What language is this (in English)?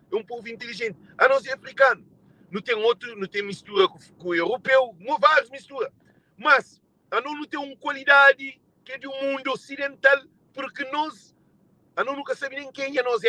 Kabuverdianu